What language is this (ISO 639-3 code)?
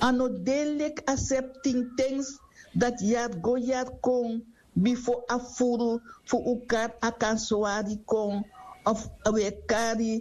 srn